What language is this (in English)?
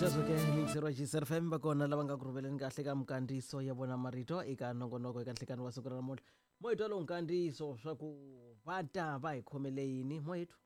Tsonga